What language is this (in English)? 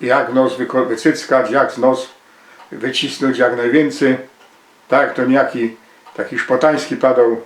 Silesian